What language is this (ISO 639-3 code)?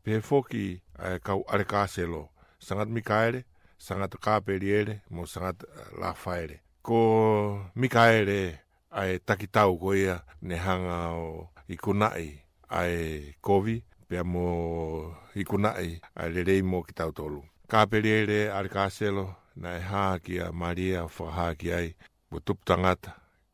ton